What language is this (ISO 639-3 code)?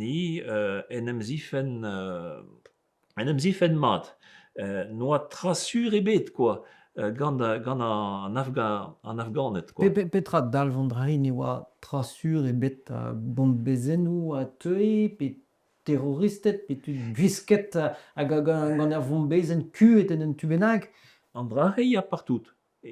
bre